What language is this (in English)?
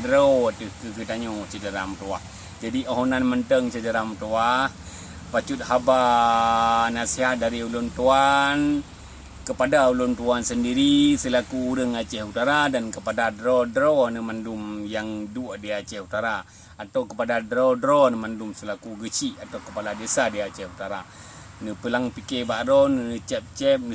Achinese